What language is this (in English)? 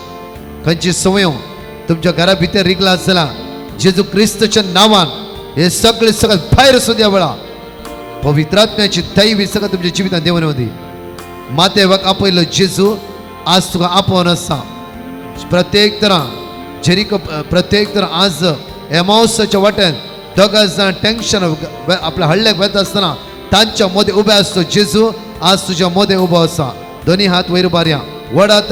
Konkani